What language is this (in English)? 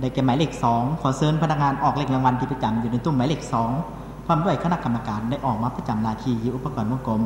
Lao